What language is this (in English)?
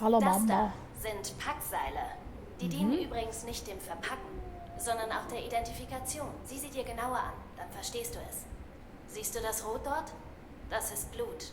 Swiss German